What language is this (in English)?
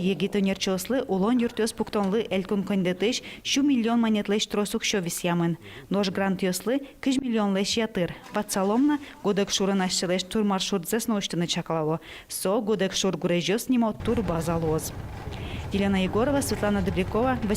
Udmurt